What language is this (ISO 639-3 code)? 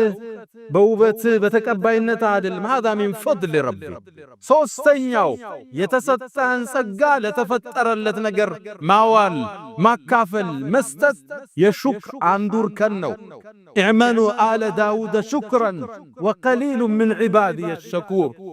amh